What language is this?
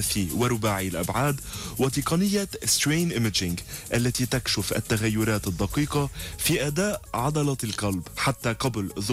Arabic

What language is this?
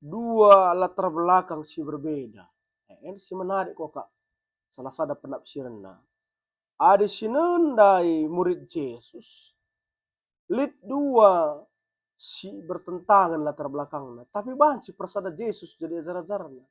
Batak Karo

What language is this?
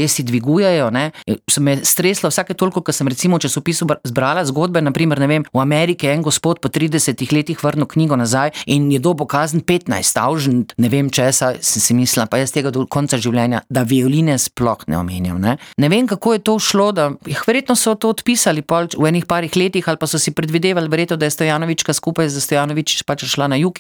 Slovenian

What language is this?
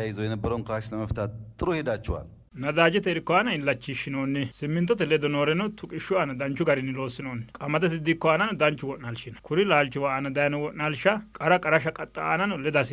Sidamo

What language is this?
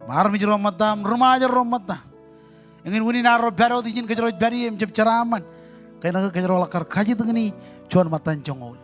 Marshallese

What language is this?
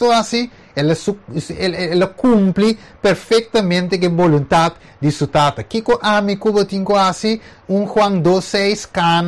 Papiamento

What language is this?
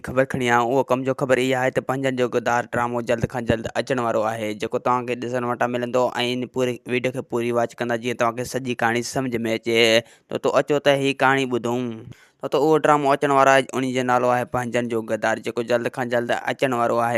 Sindhi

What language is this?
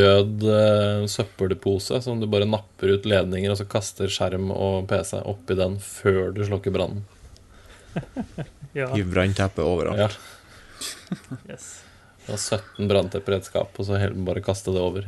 Norwegian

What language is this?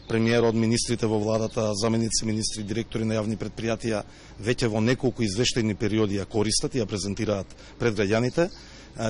Macedonian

